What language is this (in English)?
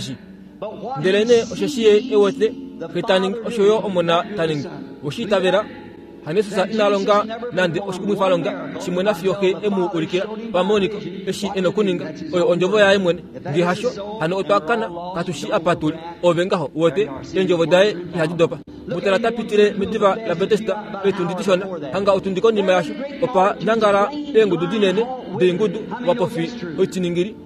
Kuanyama